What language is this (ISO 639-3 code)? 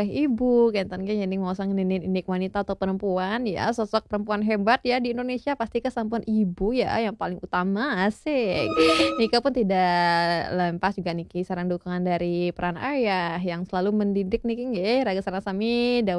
ban